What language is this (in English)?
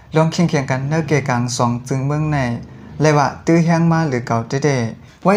Shan